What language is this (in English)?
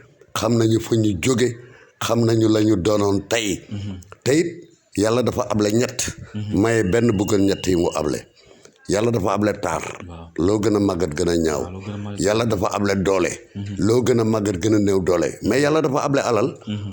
Wolof